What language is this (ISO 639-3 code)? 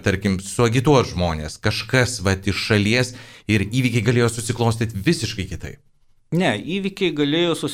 lit